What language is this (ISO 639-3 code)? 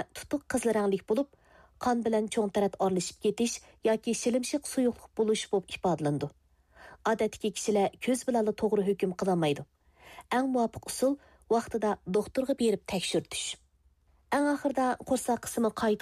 uig